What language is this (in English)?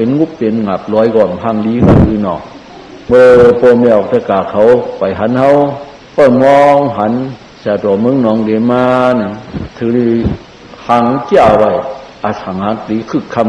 Shan